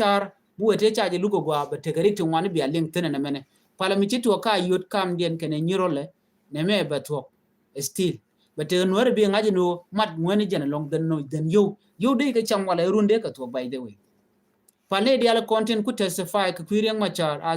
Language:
Nuer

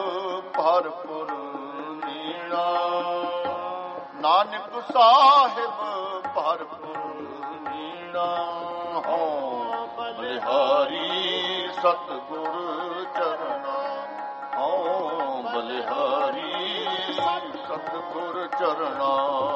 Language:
Punjabi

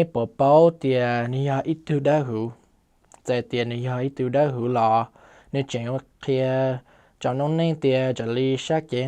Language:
Hmong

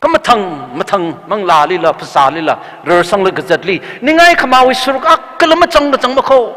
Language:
Tangkhul Naga (India)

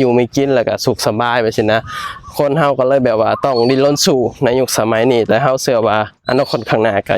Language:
Lao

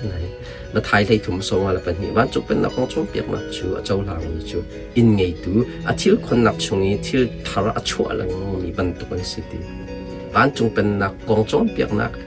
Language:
Hakha Chin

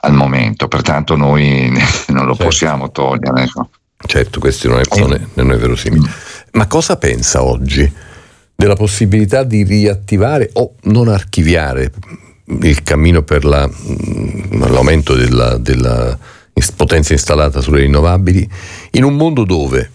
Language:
Italian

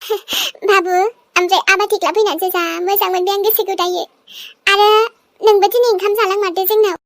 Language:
Bodo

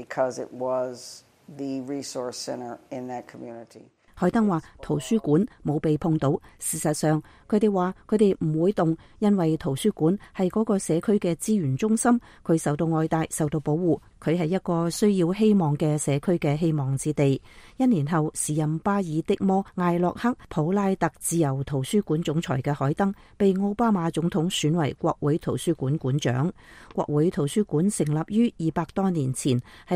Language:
Cantonese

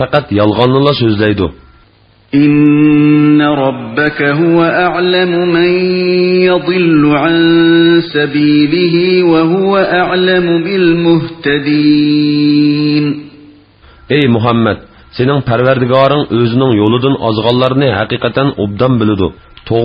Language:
Uyghur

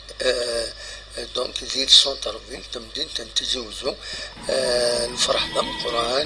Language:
Kabyle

